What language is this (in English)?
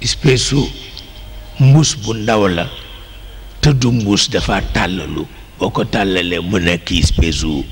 Wolof